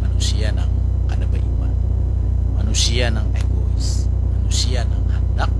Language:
Banjar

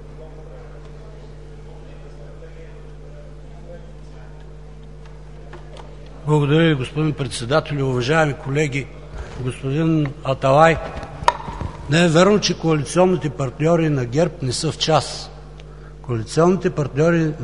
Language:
Bulgarian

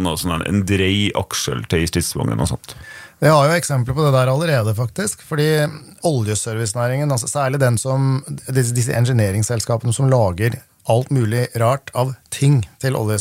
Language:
Norwegian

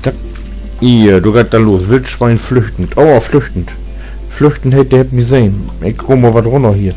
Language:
Low German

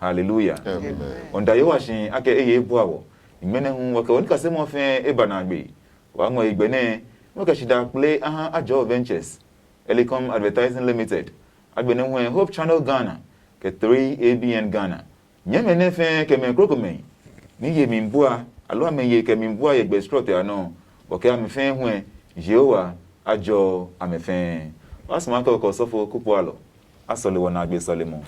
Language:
Adangme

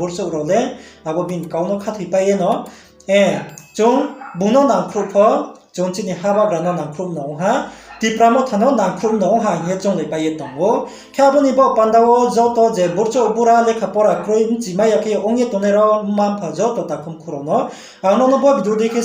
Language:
Riang (India)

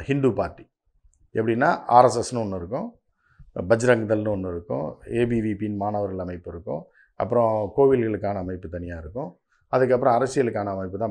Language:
Tamil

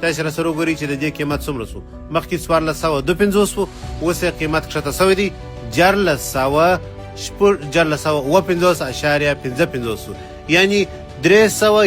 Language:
Pashto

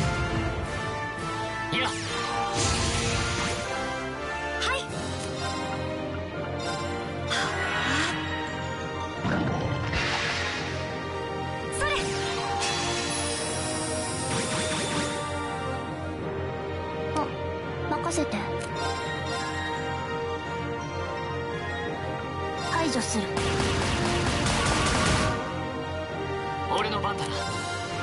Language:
Japanese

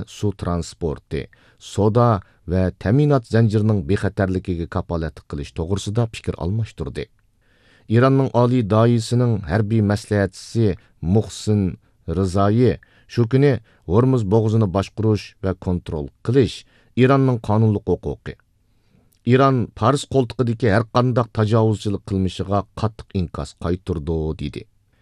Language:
Uyghur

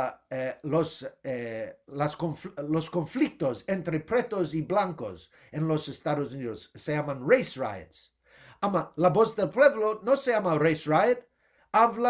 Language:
Ladino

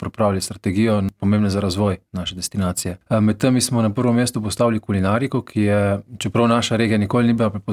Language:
Slovenian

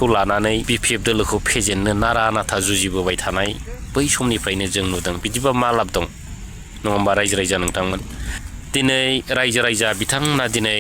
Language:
Bodo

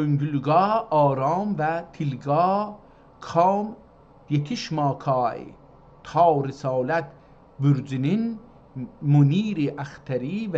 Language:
South Azerbaijani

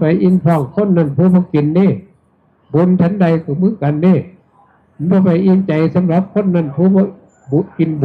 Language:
Northeastern Thai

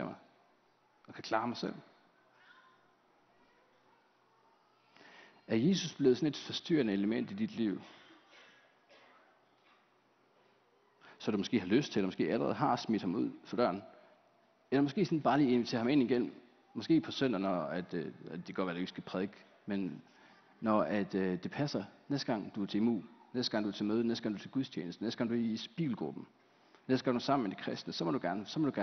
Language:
Danish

